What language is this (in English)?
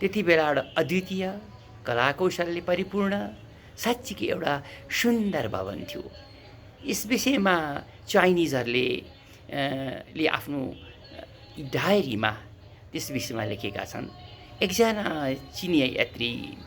Nepali